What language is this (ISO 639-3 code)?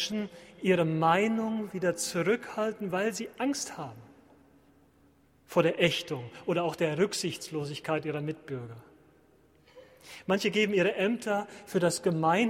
deu